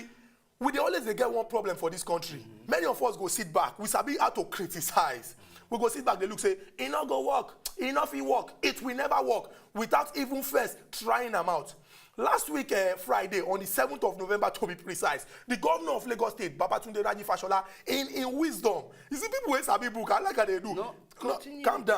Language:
Nigerian Pidgin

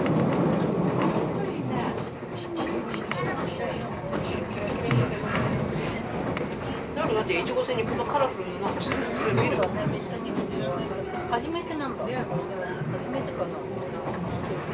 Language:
Japanese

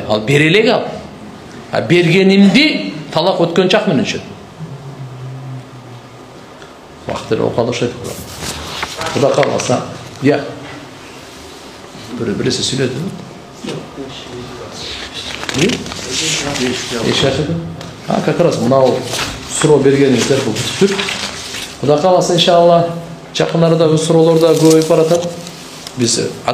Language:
Kyrgyz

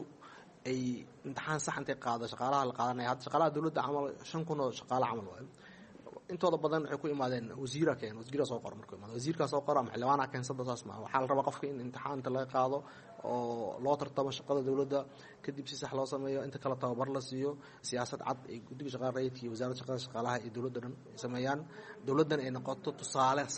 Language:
Somali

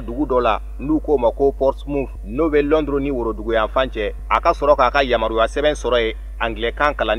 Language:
Bambara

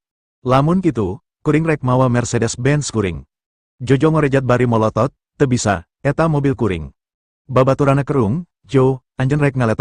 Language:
Sundanese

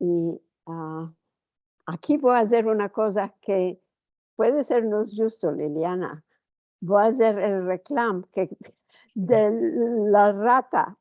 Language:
Ladino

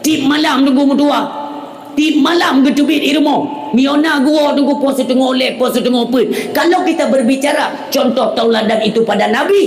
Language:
Achinese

